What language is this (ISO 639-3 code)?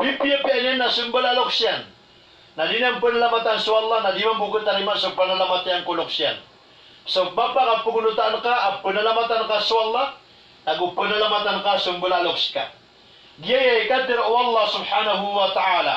mrw